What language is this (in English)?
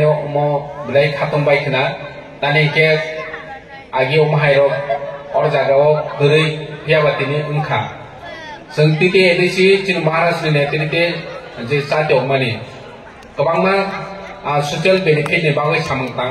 Kok Borok